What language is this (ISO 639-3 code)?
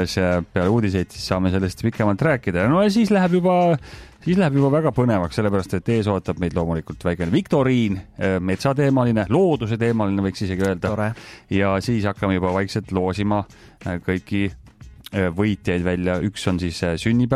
est